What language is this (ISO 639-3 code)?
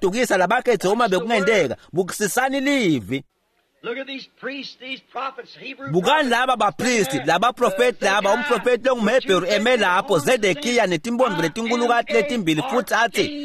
ssw